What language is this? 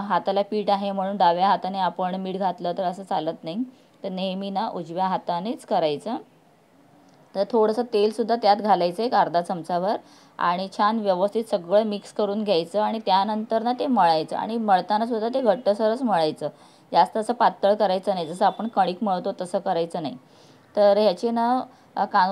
Marathi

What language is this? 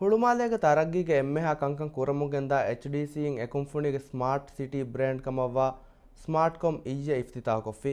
Divehi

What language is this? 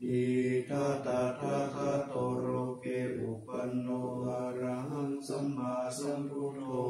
Pali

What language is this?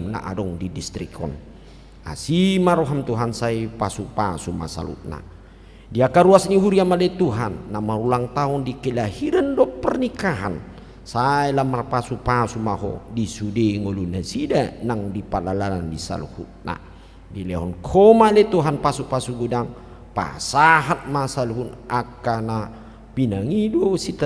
Batak Toba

